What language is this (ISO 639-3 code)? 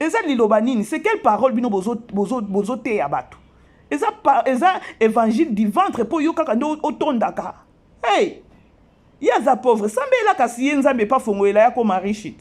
lin